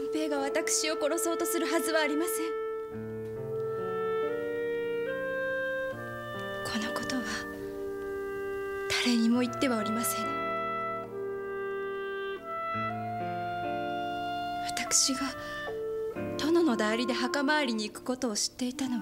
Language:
Japanese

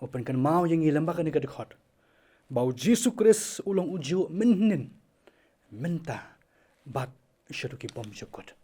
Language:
Khasi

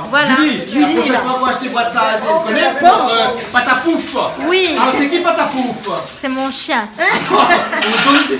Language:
Réunion Creole French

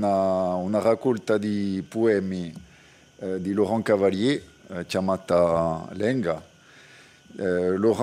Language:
Corsican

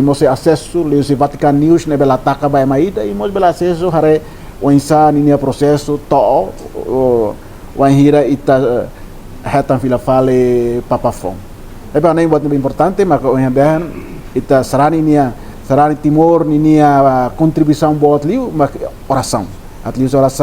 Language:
Tetum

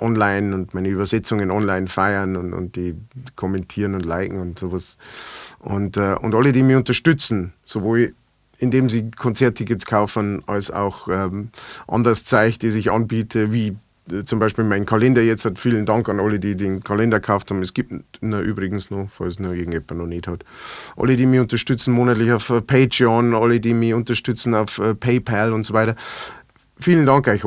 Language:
Bavarian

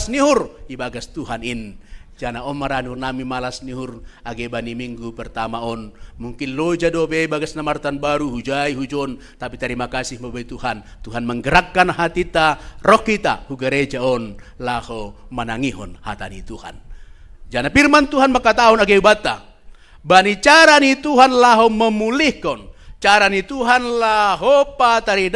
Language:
Batak Simalungun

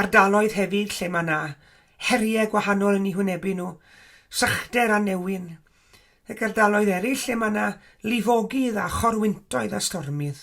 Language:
Welsh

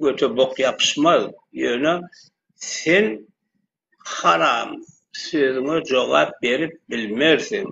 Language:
Turkmen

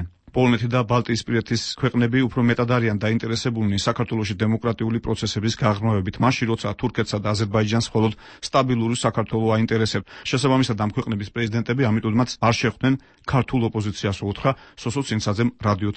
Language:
Georgian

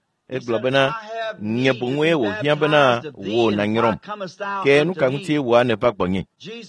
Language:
Ewe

